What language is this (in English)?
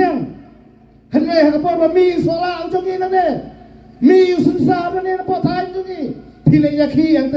Khasi